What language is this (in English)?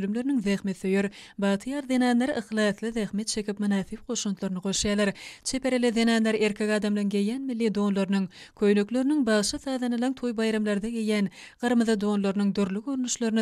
Turkmen